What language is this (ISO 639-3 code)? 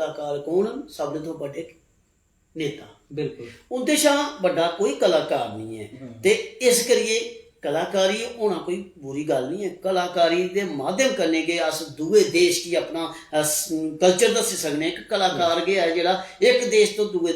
doi